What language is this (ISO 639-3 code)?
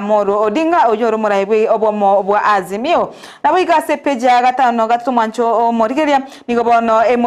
guz